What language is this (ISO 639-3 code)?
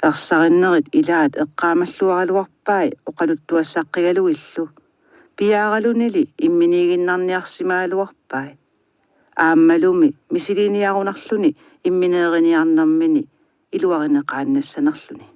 kal